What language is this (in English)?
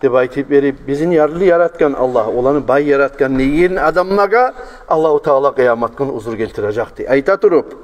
Kumyk